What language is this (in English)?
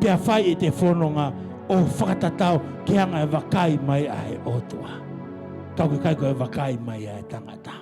Tongan